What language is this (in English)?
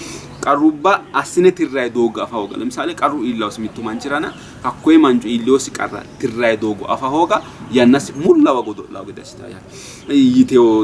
Sidamo